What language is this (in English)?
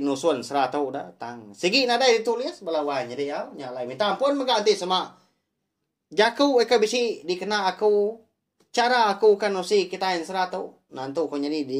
Iban